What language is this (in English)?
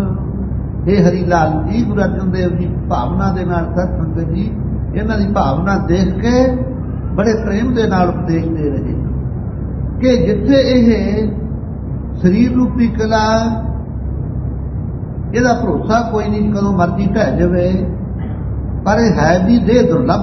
Punjabi